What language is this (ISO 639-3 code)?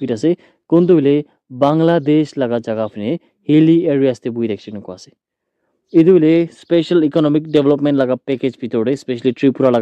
nag